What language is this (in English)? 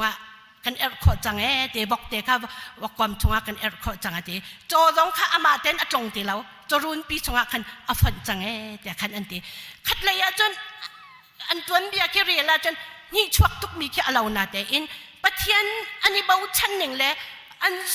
Hakha Chin